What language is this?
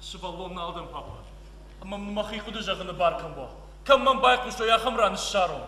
Ossetic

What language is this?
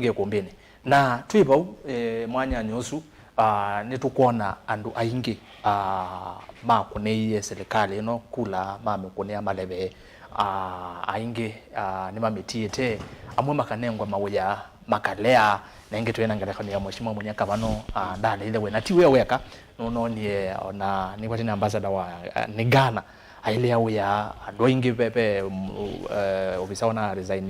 Kamba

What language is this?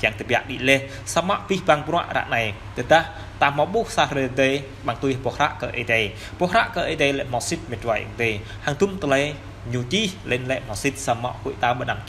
Jarai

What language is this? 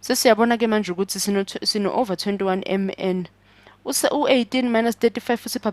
Zulu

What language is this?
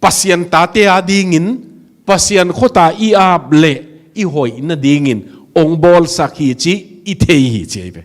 Tedim Chin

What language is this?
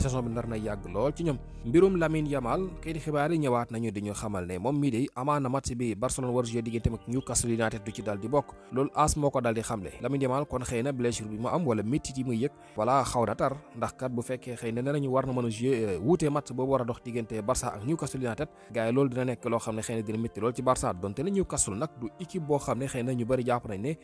Wolof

